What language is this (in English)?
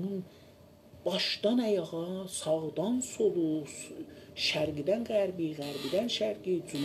South Azerbaijani